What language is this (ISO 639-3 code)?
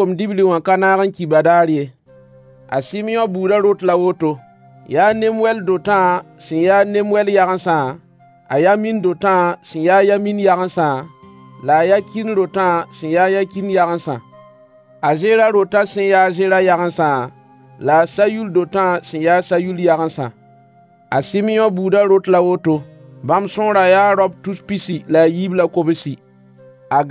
mos